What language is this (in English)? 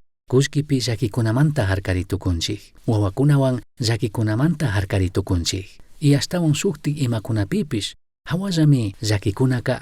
Chimborazo Highland Quichua